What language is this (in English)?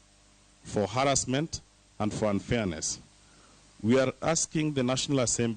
Luo (Kenya and Tanzania)